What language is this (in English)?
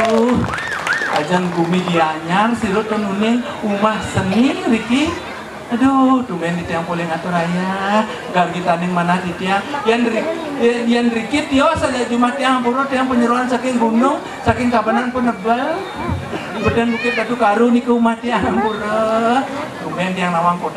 Balinese